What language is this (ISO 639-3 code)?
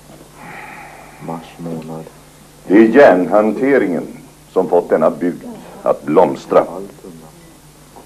swe